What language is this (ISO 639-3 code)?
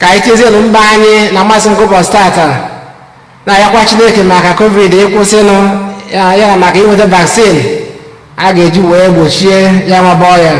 ibo